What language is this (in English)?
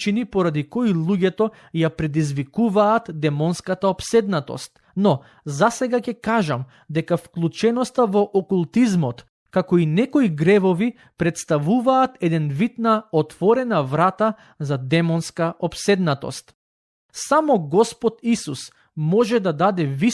Macedonian